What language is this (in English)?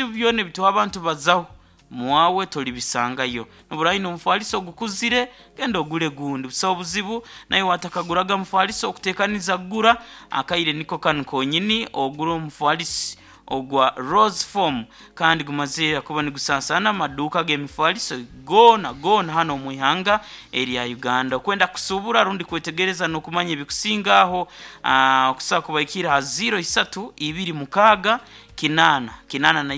Nyoro